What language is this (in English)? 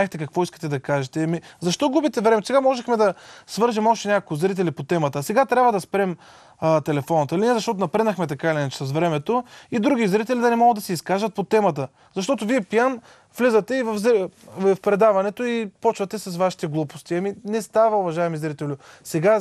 Bulgarian